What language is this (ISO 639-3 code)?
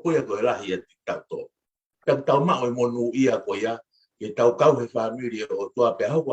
ton